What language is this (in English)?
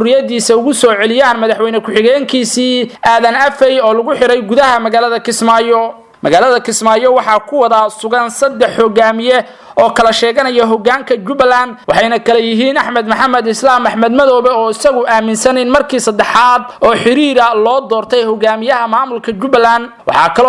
Somali